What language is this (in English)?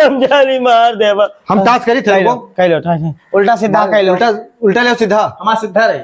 Awadhi